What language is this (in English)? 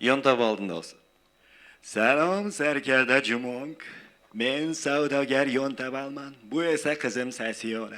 Kara-Kalpak